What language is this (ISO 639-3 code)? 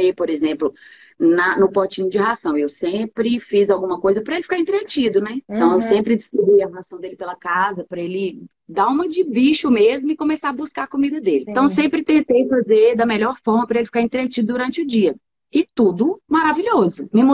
por